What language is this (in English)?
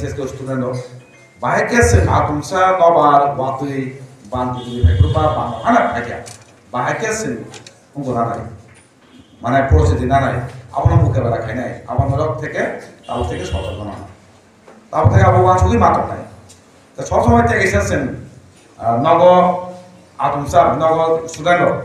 Kok Borok